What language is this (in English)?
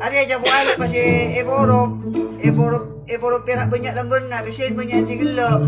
Madurese